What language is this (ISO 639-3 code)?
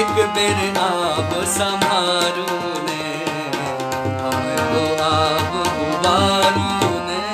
mai